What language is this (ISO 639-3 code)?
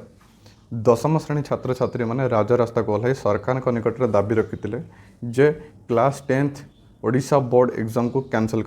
ori